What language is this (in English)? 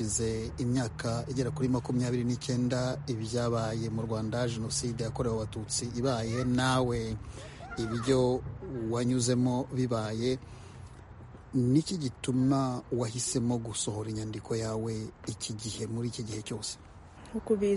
Kinyarwanda